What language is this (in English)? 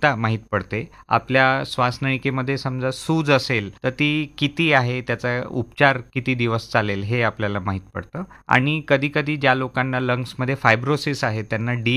Marathi